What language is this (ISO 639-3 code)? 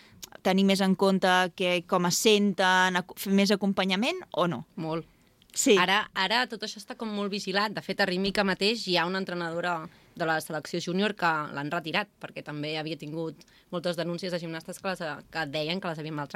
cat